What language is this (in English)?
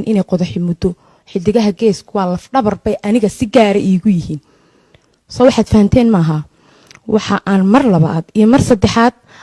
Somali